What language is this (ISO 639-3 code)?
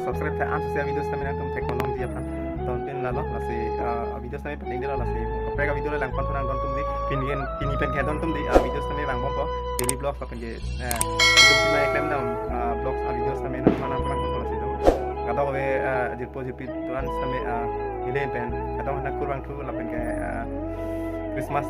mjw